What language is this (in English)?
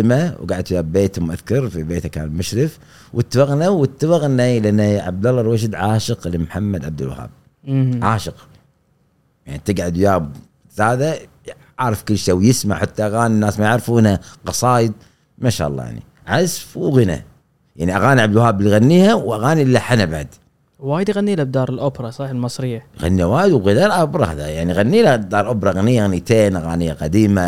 Gulf Arabic